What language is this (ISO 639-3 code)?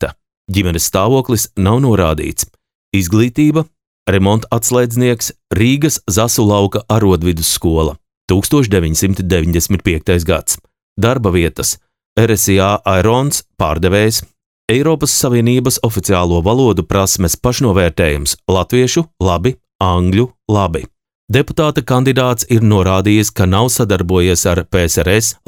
lav